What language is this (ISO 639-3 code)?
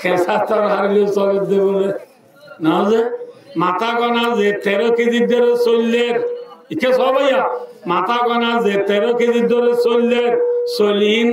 rhg